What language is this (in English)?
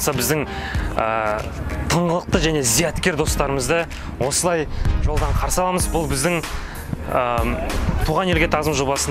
Kazakh